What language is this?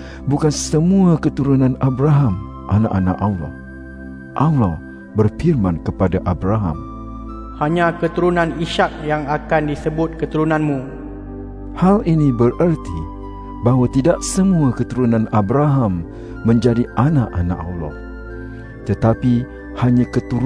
Malay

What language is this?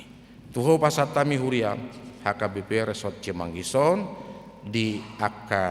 Batak Toba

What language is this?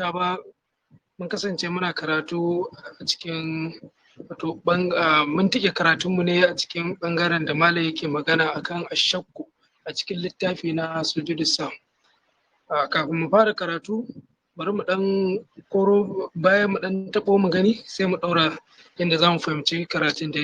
Hausa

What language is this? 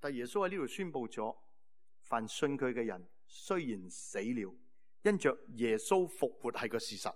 Cantonese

